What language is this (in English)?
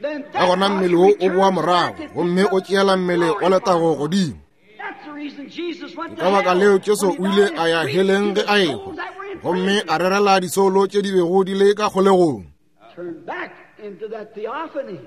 Northern Sotho